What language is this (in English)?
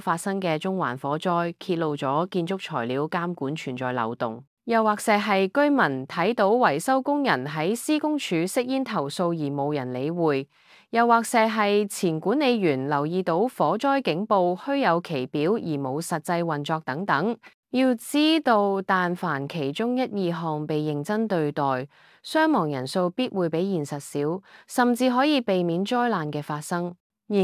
Cantonese